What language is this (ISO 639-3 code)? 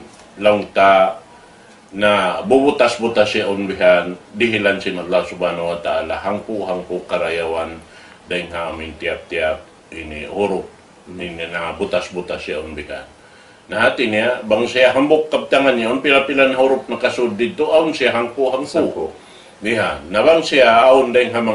tsg